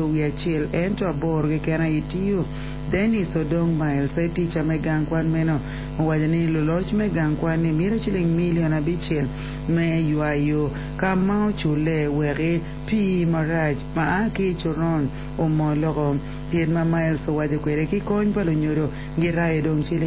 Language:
Acoli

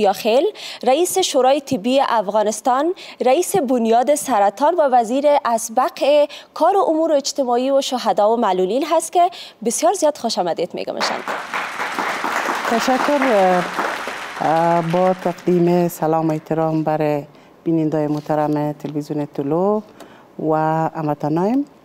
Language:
Persian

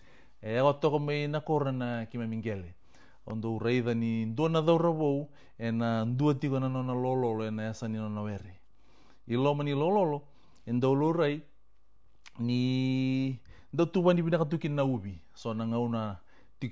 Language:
Fijian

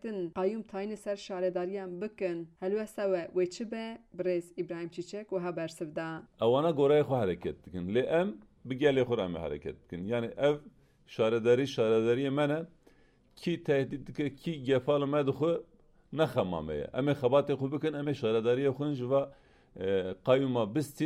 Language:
Kurdish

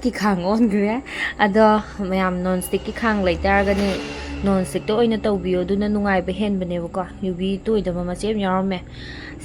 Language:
Manipuri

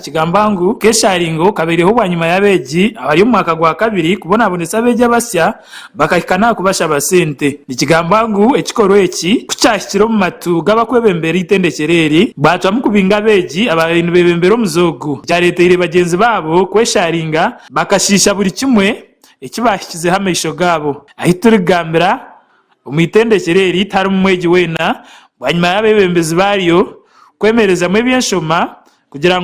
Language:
Nyankole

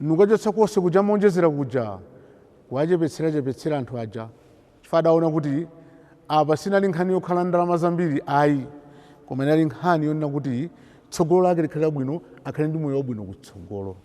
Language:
Nyanja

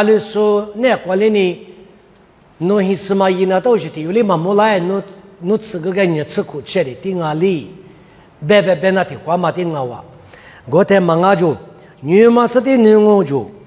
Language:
Lisu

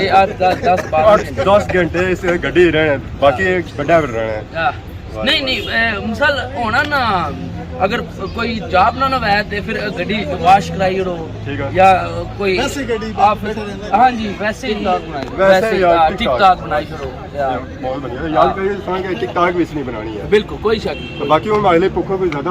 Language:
Pahari-Potwari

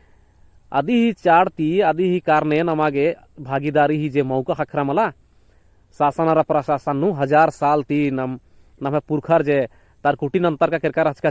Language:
Kurukh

